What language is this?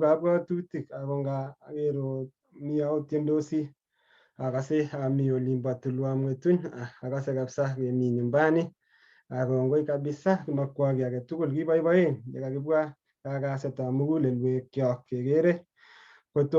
Kalenjin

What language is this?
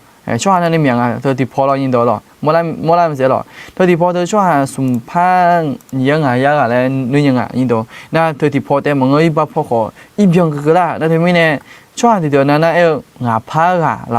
Akha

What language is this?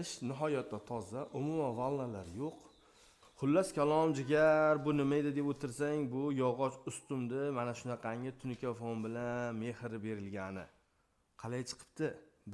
Uzbek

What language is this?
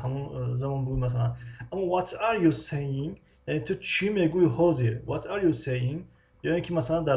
Tajik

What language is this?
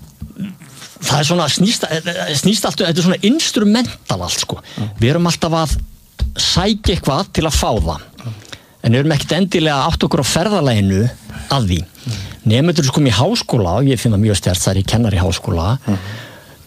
Icelandic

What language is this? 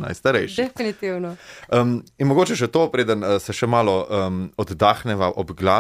Slovenian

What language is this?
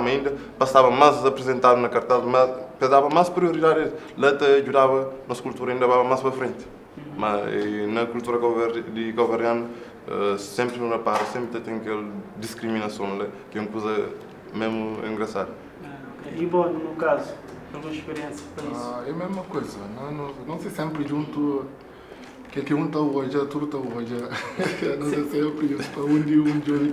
Kabuverdianu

